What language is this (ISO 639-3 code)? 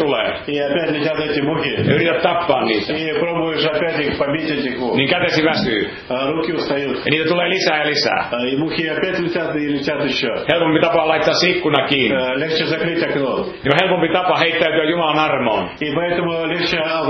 fin